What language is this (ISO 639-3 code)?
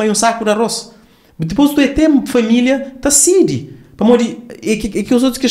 kea